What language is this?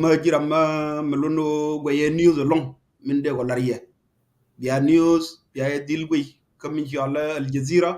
Nuer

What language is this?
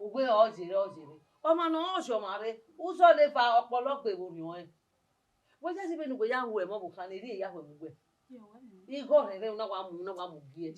Bini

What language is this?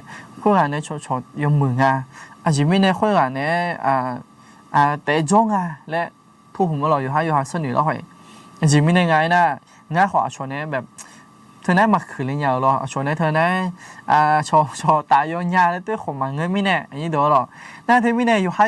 Akha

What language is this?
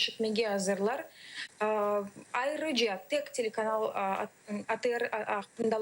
Crimean Tatar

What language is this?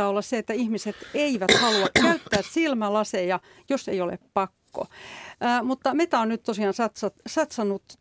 Finnish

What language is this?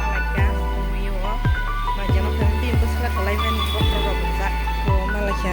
Kok Borok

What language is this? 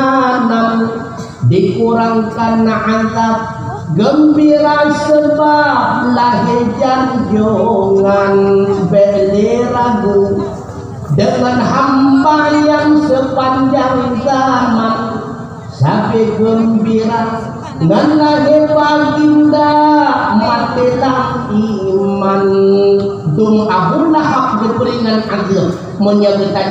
Achinese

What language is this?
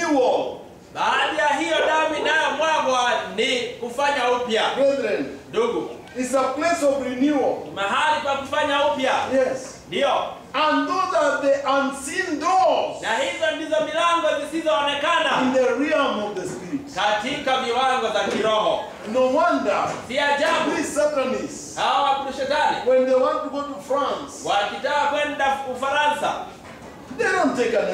Swahili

